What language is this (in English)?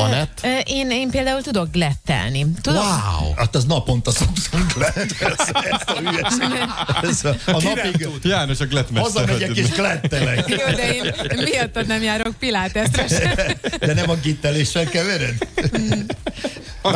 Hungarian